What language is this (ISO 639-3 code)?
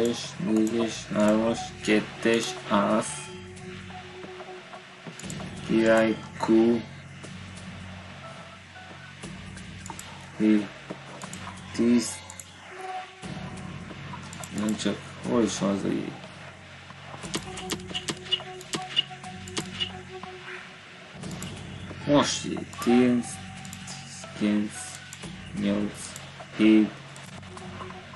hun